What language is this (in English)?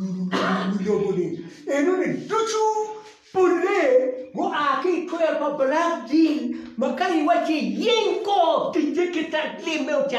Acoli